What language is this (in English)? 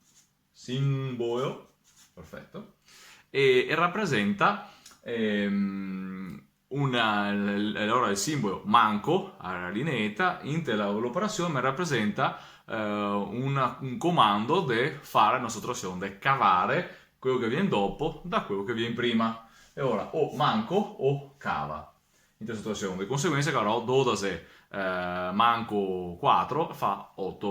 Venetian